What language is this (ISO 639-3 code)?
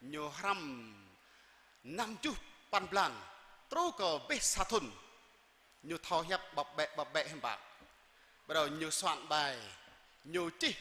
jra